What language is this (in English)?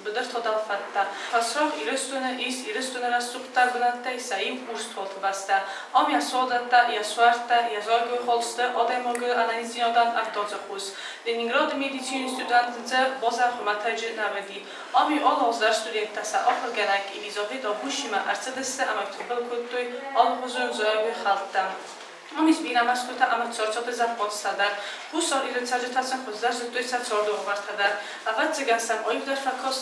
Ossetic